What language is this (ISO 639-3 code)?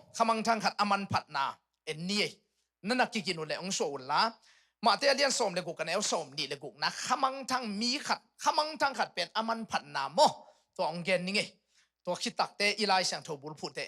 ctd